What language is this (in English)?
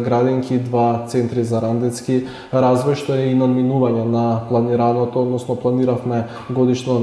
Macedonian